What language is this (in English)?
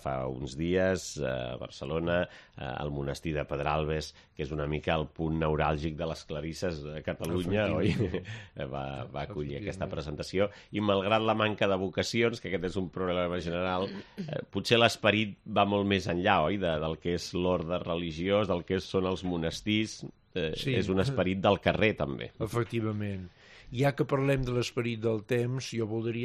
Catalan